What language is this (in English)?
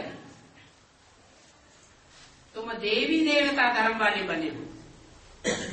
Hindi